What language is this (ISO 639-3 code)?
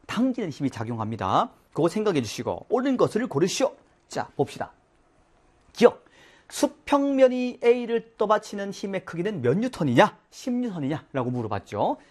kor